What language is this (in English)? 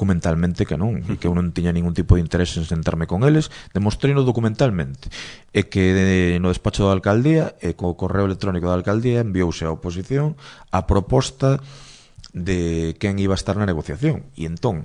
Galician